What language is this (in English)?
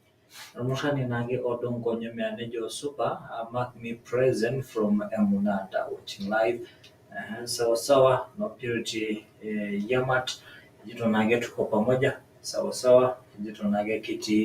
Masai